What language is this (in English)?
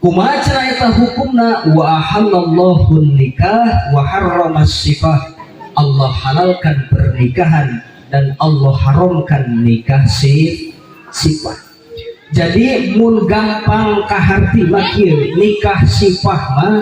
Sundanese